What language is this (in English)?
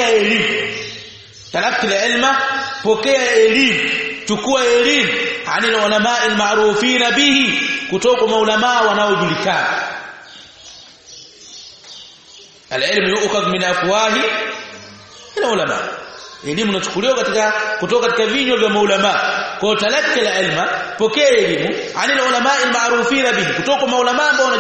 Swahili